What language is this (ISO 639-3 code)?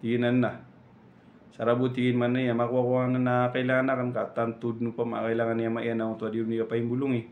mrw